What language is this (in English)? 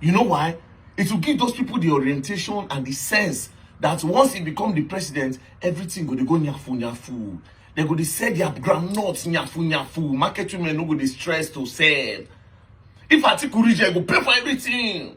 Nigerian Pidgin